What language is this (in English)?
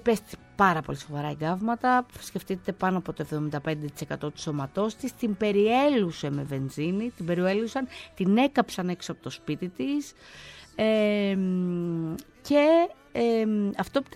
Greek